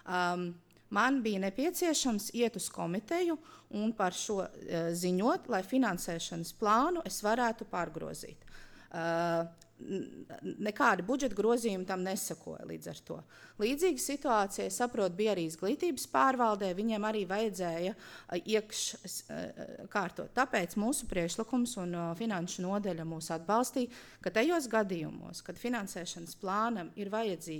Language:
Latvian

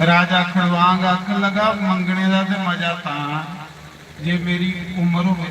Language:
Dogri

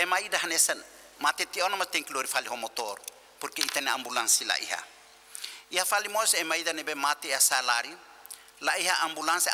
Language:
Tetum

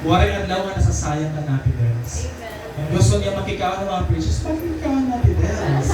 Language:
Waray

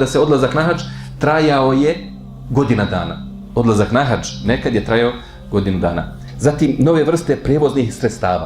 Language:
Bosnian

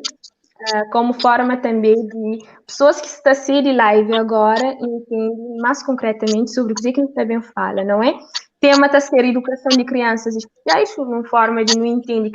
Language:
Kabuverdianu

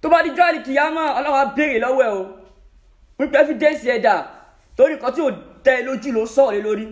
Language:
Yoruba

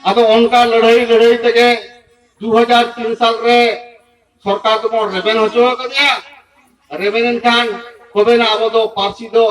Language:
Santali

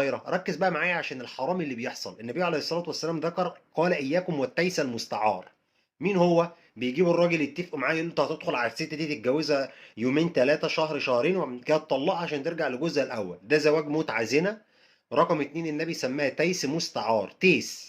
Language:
Egyptian Arabic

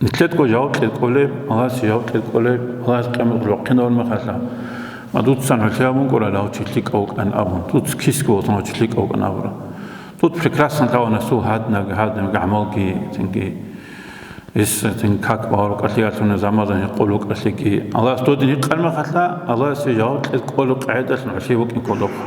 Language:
Avaric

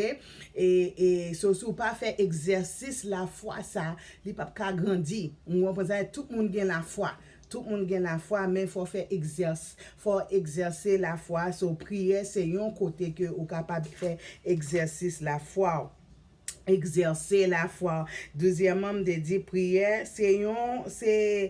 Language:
Haitian Creole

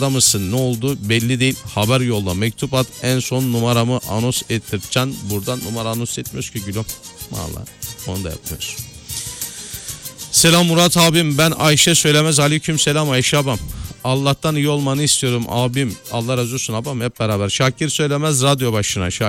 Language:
Turkish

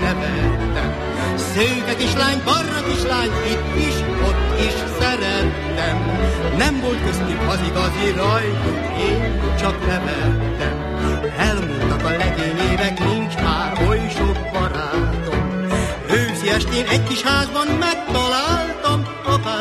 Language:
Hungarian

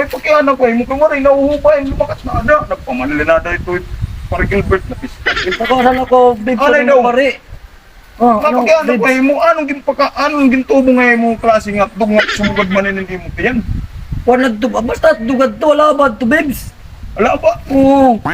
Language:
Waray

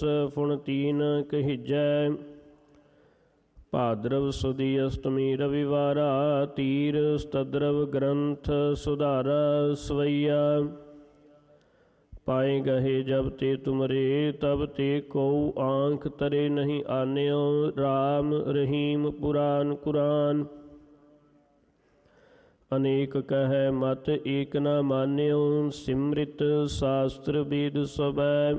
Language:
Punjabi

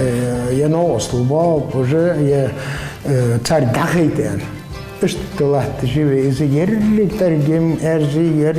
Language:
Ingush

